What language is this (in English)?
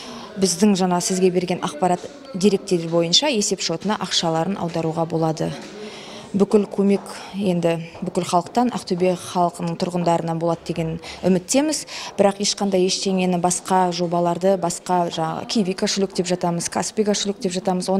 Kazakh